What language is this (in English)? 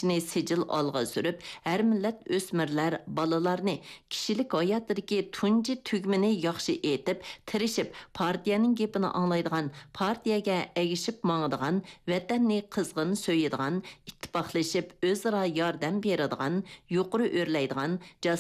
Uyghur